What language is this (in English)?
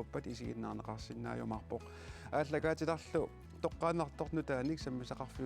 Kalaallisut